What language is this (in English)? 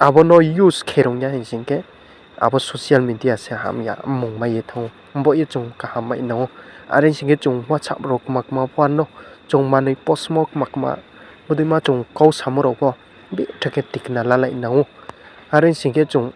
Riang (India)